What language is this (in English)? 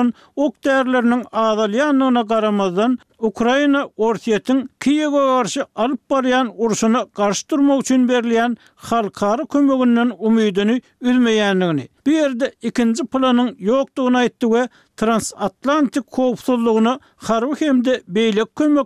Turkmen